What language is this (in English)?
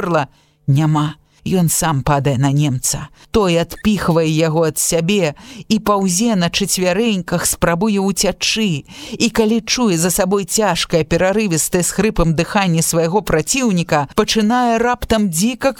Belarusian